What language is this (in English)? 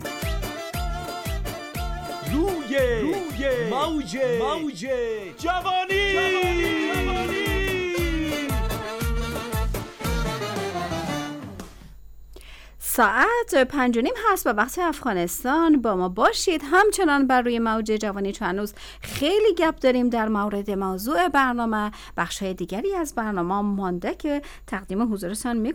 Persian